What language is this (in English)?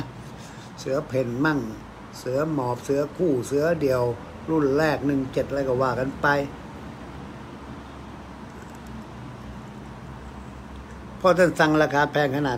Thai